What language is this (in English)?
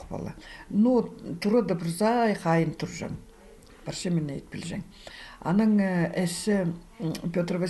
Khakas